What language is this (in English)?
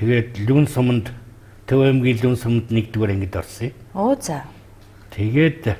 Mongolian